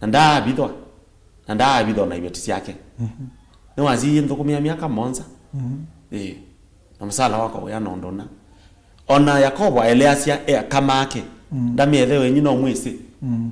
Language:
Kamba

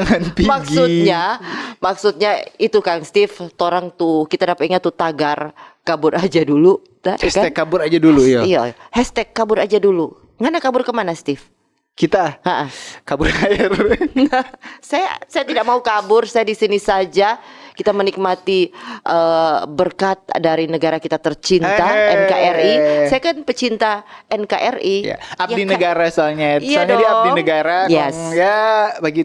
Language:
Manado Malay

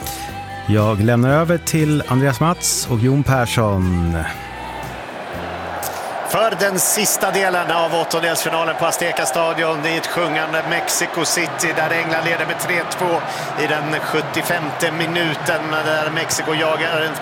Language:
Swedish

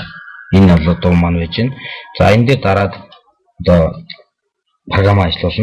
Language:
Mongolian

